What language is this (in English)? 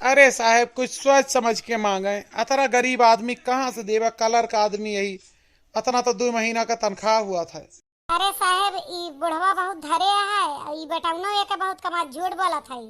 Awadhi